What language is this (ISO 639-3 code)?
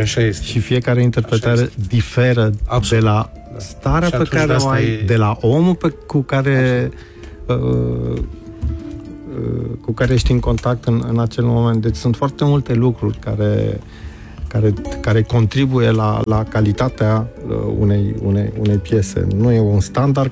ron